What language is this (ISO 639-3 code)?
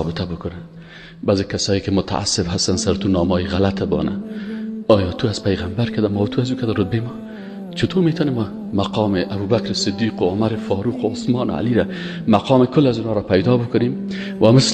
fas